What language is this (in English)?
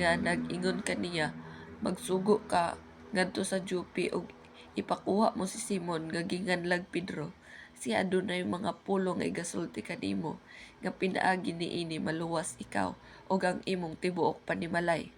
Cebuano